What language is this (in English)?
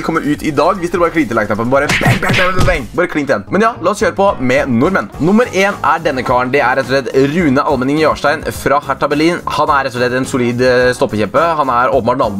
Norwegian